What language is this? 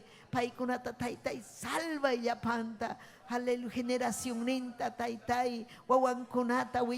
Ayacucho Quechua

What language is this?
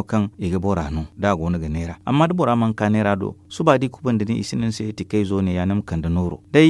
Zarma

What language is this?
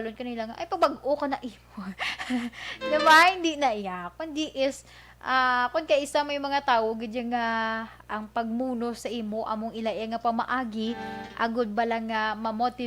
Hiligaynon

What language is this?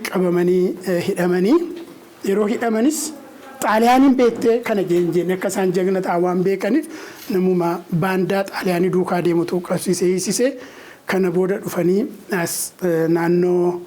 Oromo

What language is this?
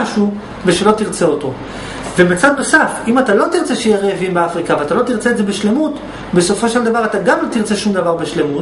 Hebrew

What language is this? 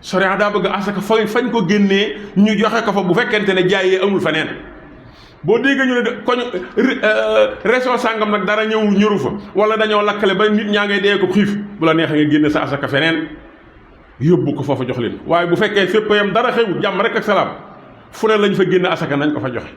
Wolof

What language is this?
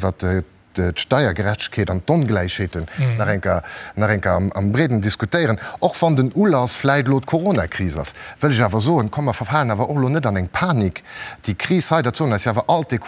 Luxembourgish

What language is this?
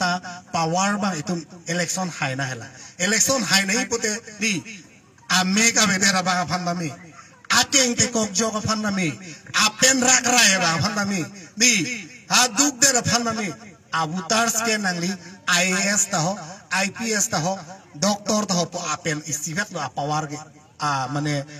Karbi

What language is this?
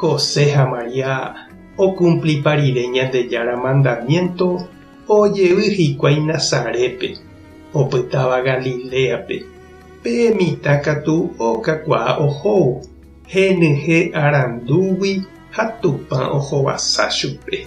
Guarani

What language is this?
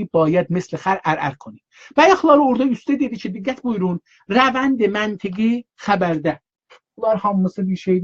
South Azerbaijani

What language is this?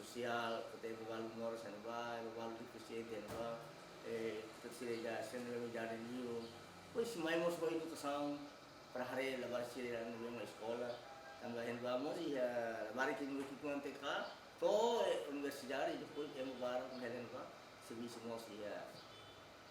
Tetum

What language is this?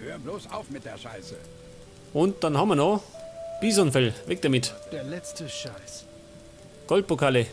Bavarian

